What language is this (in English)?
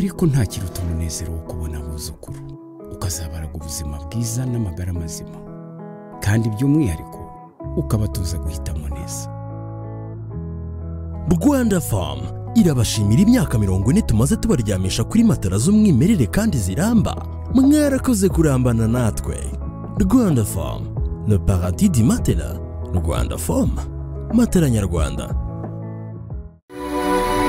Kinyarwanda